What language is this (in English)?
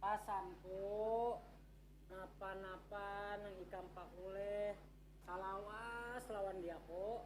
Banjar